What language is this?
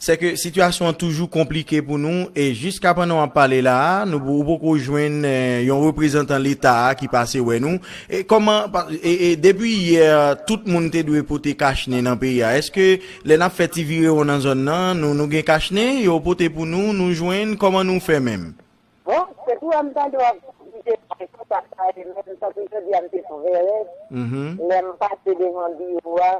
Haitian Creole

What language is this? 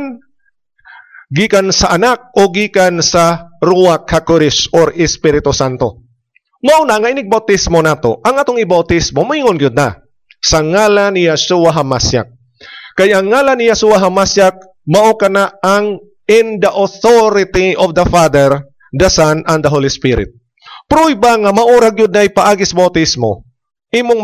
Cebuano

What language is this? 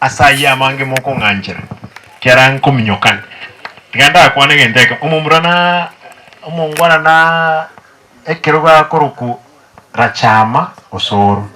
Gusii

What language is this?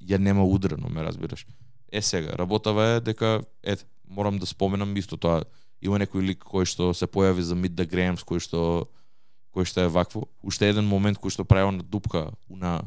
Macedonian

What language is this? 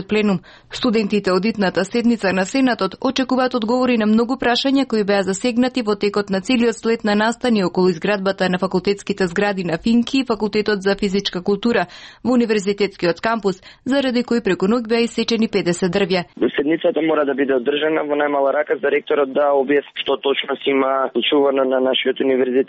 Macedonian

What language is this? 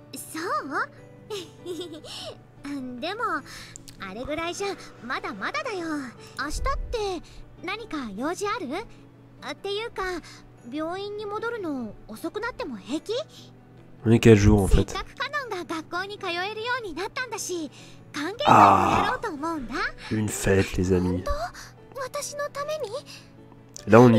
French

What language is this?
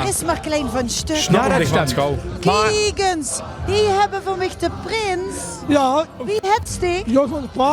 Limburgish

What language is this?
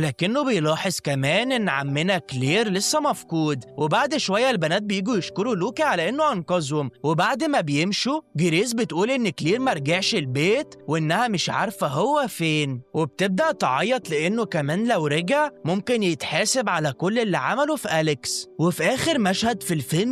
Egyptian Arabic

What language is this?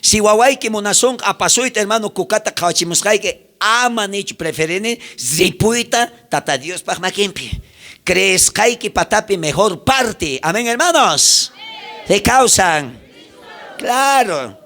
South Bolivian Quechua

